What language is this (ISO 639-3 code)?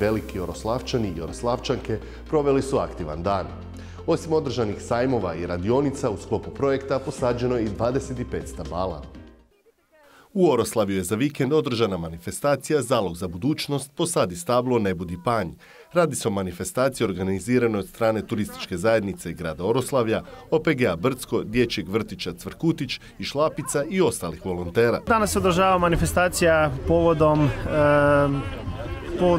hrv